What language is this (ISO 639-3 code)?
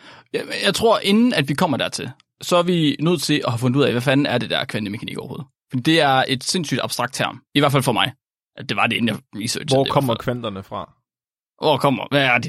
dan